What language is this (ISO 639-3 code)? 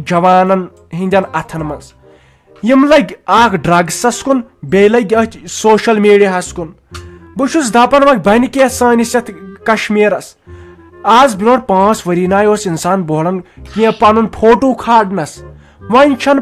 kas